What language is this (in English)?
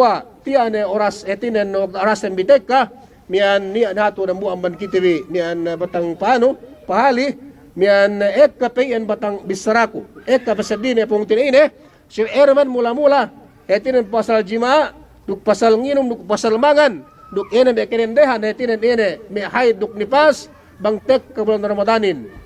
Yakan